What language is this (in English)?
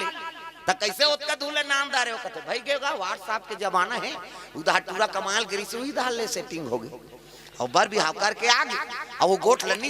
Chhattisgarhi